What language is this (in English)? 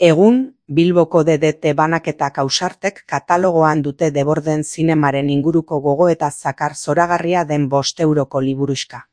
Basque